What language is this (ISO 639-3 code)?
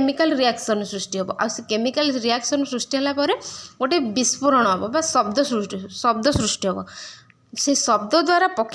ori